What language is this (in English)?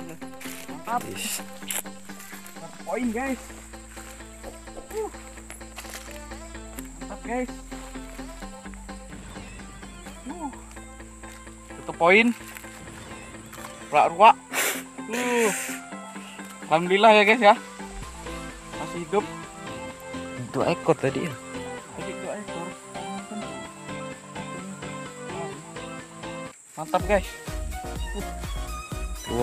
Indonesian